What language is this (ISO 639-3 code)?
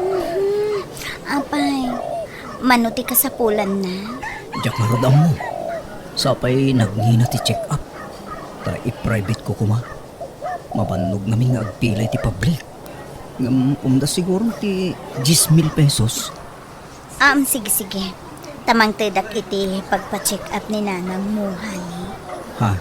ilo